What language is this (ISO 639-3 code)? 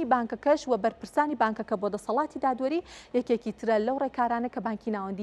ckb